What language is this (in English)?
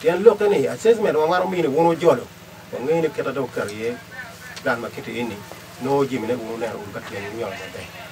Acoli